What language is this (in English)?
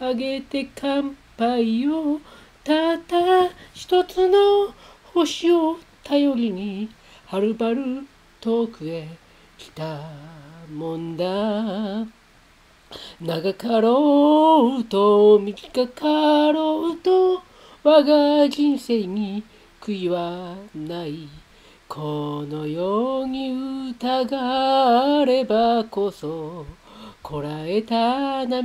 Japanese